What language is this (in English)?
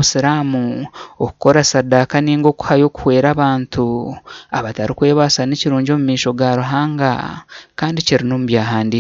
Nyankole